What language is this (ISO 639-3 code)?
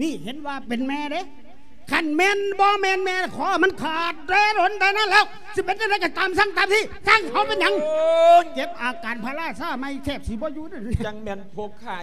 lao